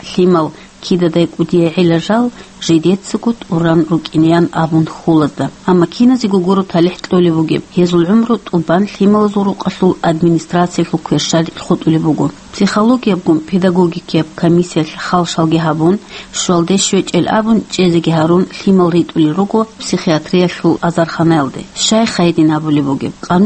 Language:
Avaric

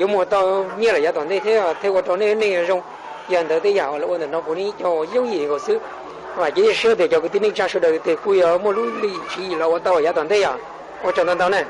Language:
Hmong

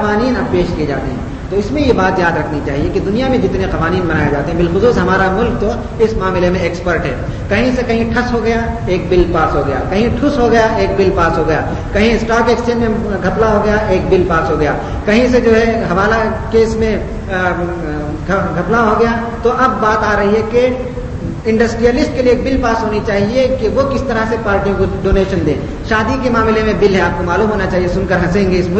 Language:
Urdu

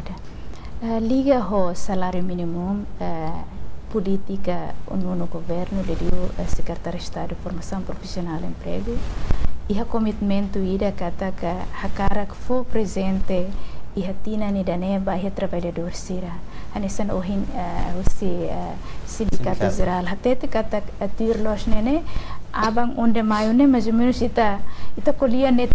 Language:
Tetum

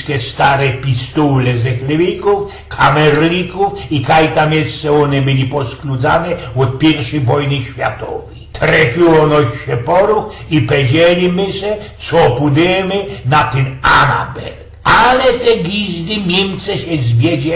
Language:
Silesian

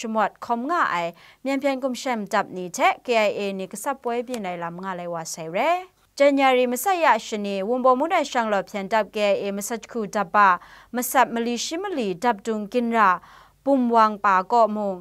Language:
Kachin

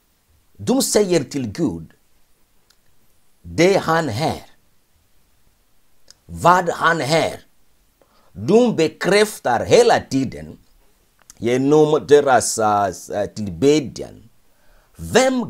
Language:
Swedish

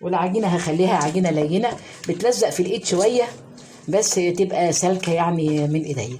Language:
Egyptian Arabic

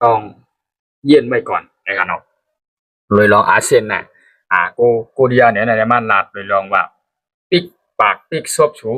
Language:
Shan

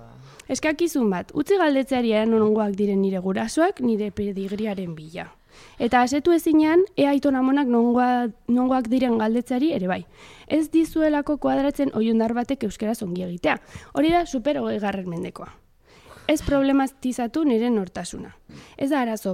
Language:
Basque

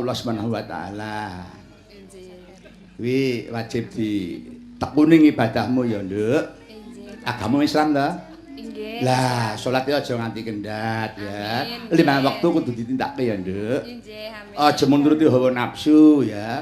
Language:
Javanese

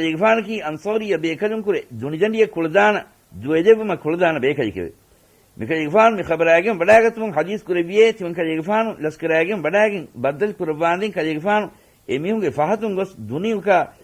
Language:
Divehi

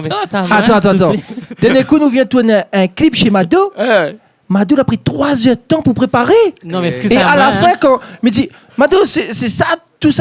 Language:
Réunion Creole French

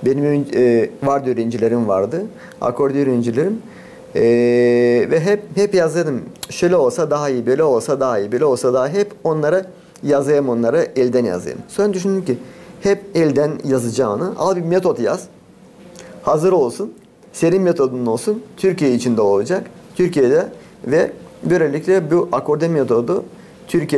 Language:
Gagauz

